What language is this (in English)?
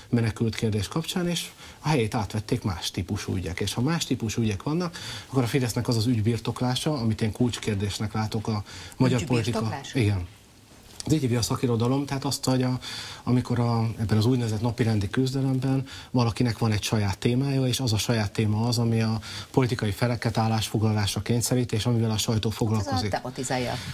Hungarian